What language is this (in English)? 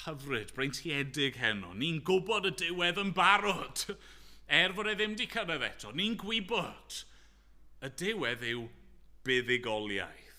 Welsh